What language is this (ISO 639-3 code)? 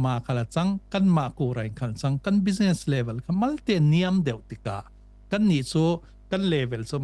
cfm